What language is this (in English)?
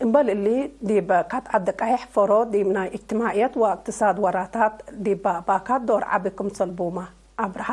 Tigre